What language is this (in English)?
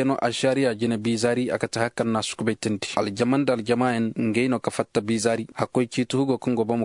Koyraboro Senni